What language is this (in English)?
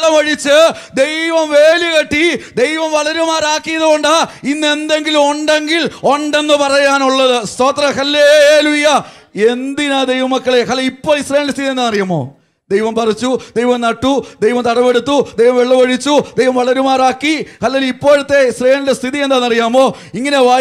Malayalam